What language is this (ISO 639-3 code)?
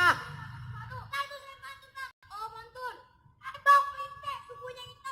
bew